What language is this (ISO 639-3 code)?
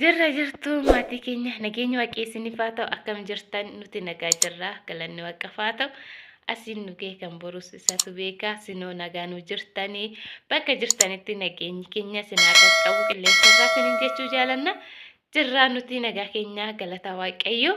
orm